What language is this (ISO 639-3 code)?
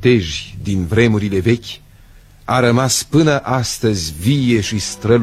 ron